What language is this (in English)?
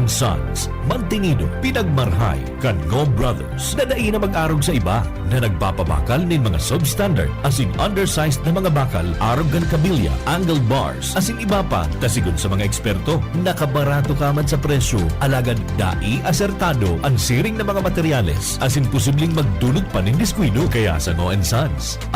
Bikol